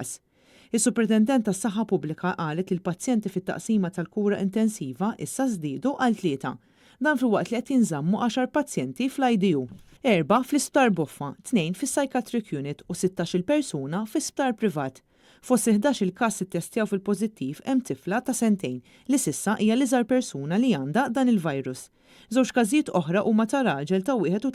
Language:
Maltese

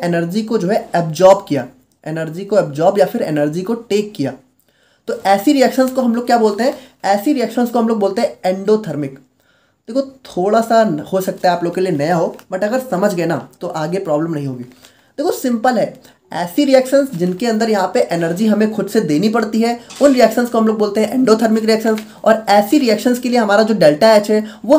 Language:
Hindi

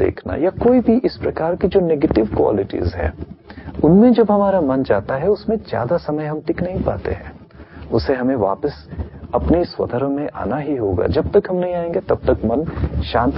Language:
Hindi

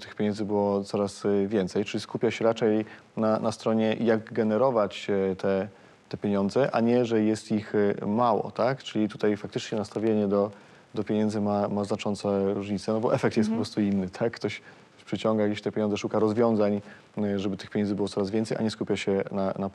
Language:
Polish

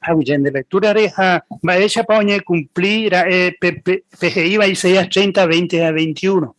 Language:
Guarani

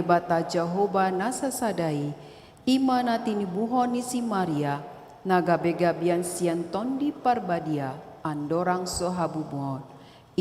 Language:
Batak Toba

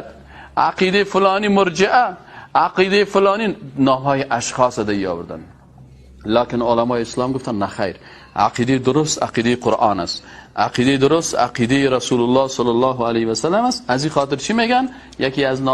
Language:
Persian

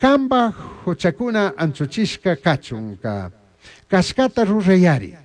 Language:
Chimborazo Highland Quichua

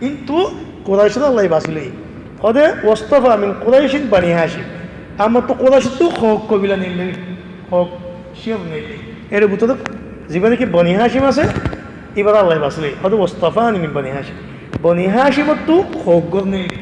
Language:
Rohingya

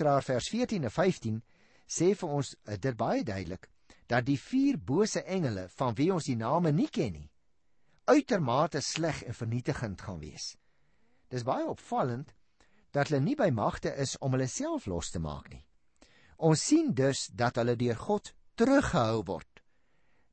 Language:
Afrikaans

